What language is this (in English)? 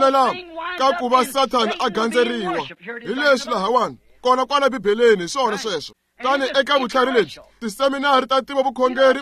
Tsonga